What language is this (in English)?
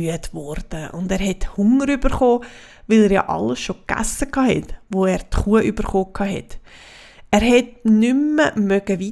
Swiss German